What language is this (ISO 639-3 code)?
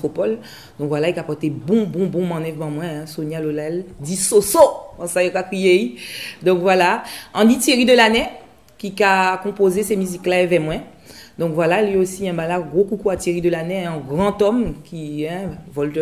gcf